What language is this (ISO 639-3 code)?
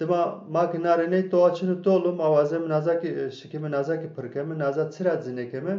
zza